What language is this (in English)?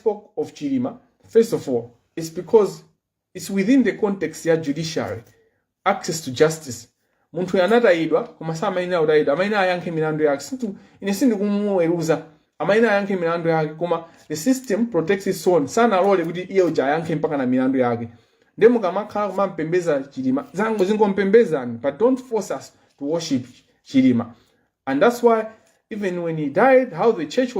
Nyanja